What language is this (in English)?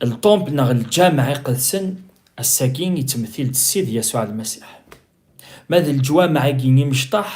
Kabyle